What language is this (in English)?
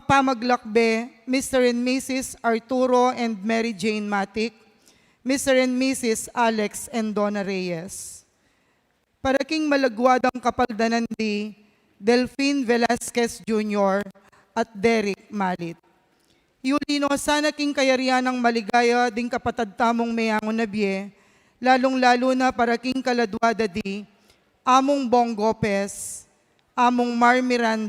Pampanga